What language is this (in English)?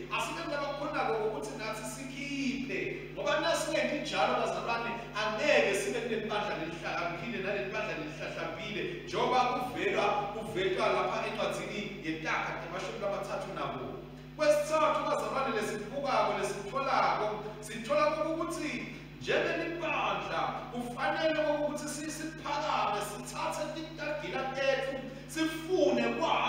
Swati